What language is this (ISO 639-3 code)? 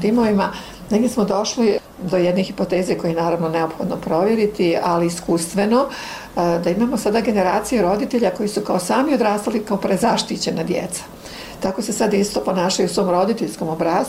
bos